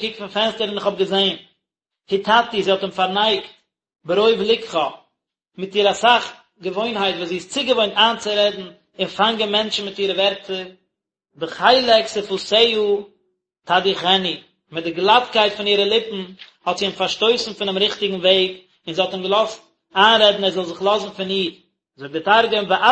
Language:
Yiddish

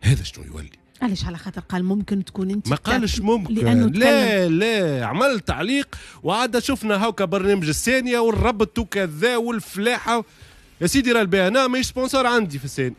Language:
Tunisian Arabic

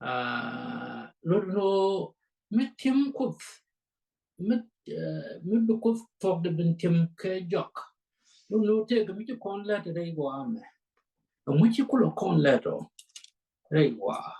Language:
Nuer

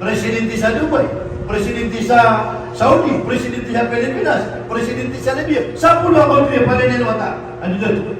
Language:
Maranao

